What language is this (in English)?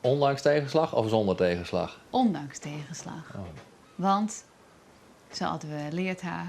Western Frisian